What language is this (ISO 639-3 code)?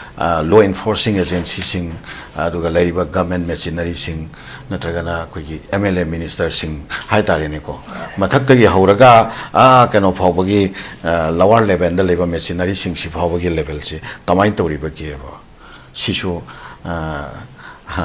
mni